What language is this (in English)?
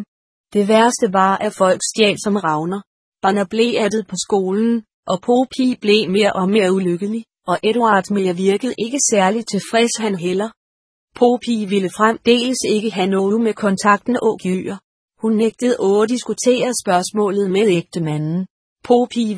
Danish